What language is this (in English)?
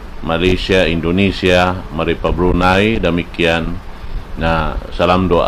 Tausug